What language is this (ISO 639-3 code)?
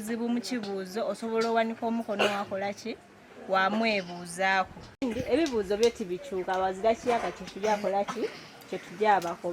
xog